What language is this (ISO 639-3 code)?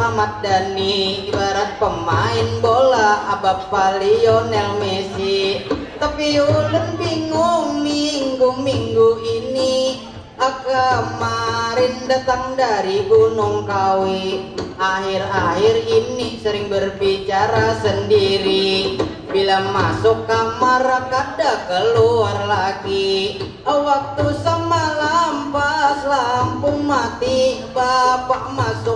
bjn